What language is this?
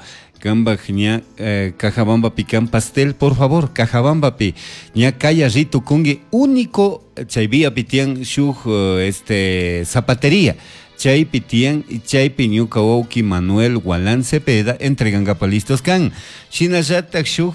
Chimborazo Highland Quichua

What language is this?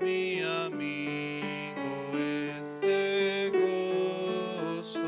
South Bolivian Quechua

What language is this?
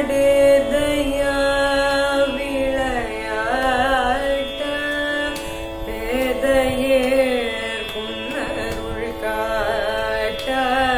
Tamil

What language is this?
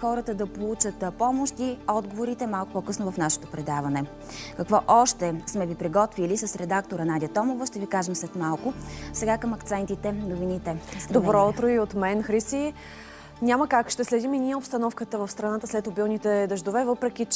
Bulgarian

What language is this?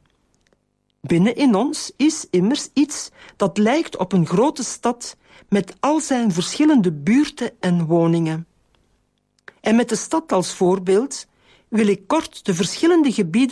Dutch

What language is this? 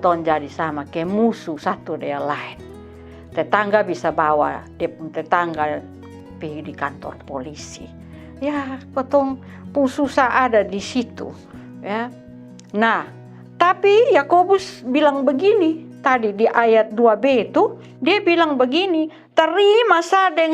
Kupang Malay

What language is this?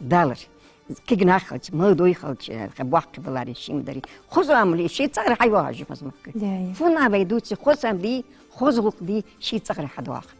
Ingush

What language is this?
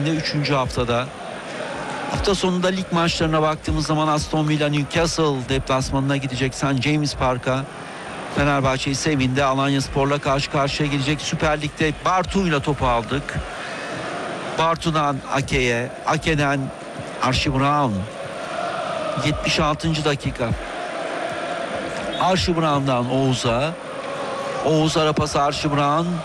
Turkish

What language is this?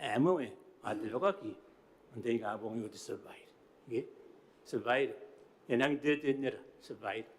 Gilbertese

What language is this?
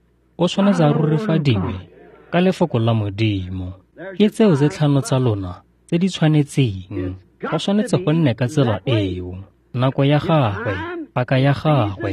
Tswana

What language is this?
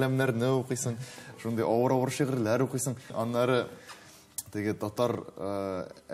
Tatar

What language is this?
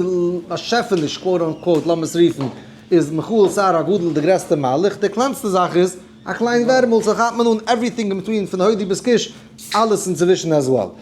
Yiddish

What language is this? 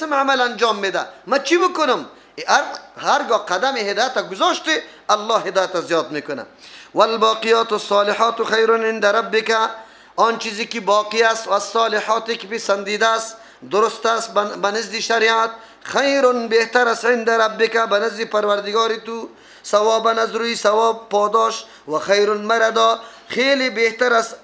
Persian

